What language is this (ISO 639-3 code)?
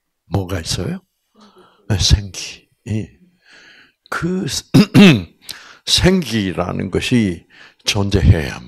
kor